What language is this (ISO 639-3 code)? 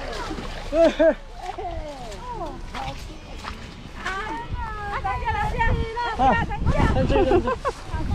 vie